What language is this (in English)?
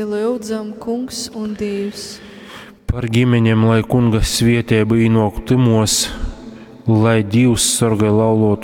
Latgalian